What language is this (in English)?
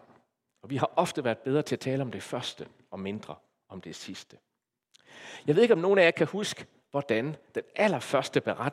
Danish